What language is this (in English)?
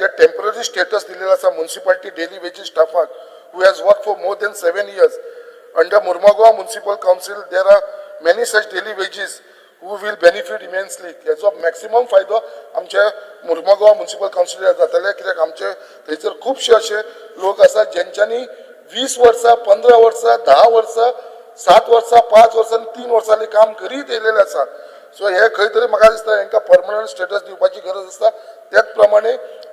Konkani